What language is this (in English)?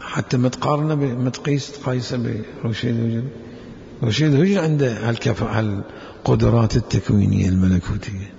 Mesopotamian Arabic